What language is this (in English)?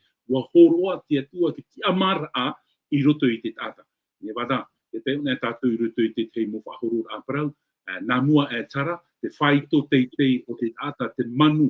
Tahitian